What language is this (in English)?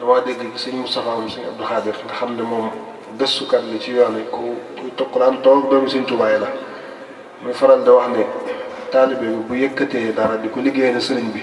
Wolof